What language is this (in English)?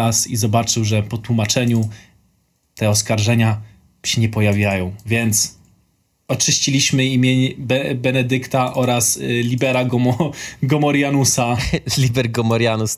Polish